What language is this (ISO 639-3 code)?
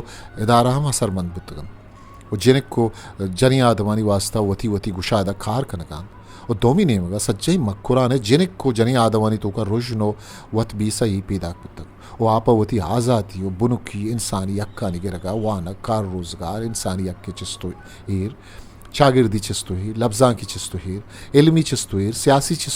bgp